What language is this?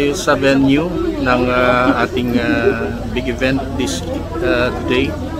Hiligaynon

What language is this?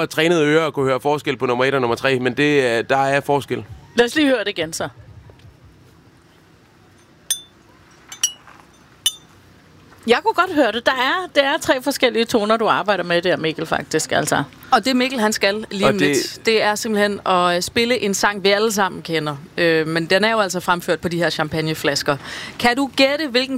Danish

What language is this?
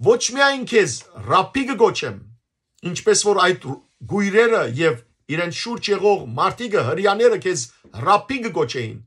Western Armenian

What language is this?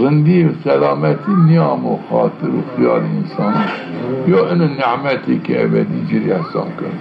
Zaza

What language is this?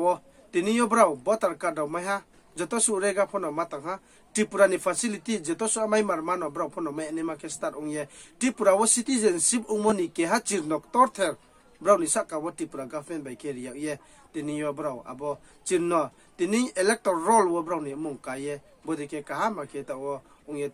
Riang (India)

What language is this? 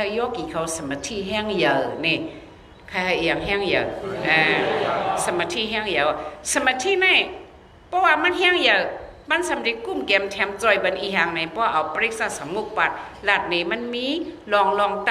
Shan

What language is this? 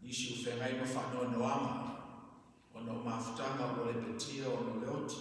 Samoan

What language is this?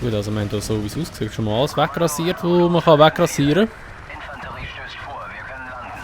Swiss German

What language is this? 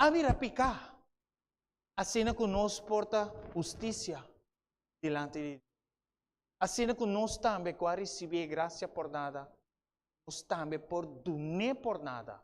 Papiamento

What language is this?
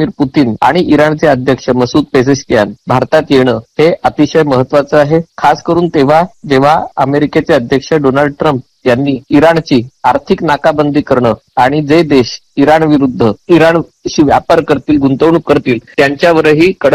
Marathi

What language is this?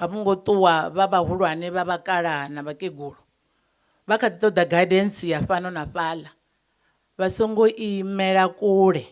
Venda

